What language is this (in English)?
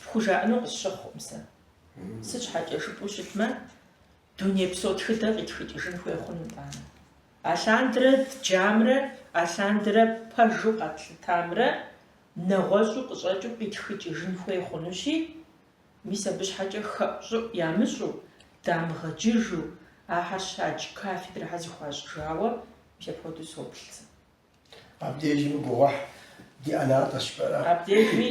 Kabardian